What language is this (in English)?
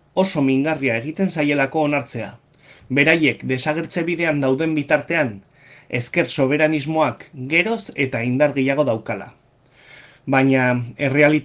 Basque